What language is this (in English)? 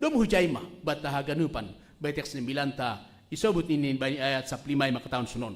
Batak Simalungun